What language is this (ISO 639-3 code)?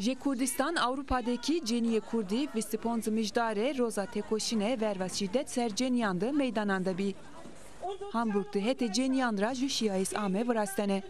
zza